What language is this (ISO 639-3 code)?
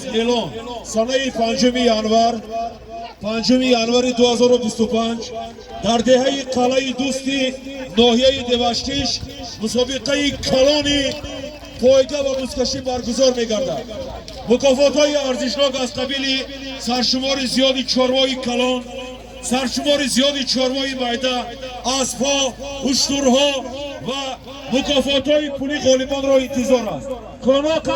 tgk